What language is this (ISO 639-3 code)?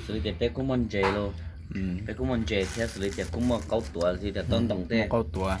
hmn